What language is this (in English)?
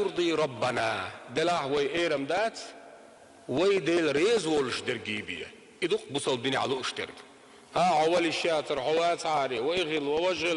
Chechen